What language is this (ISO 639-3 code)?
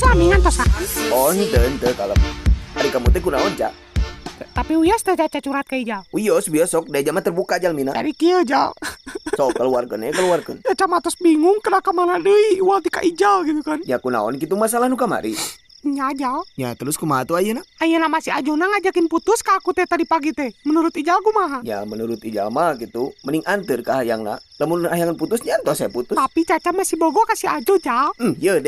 sun